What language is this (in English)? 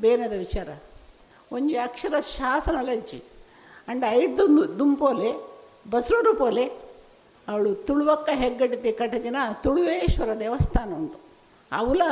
Tulu